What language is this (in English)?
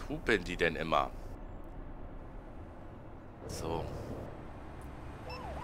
German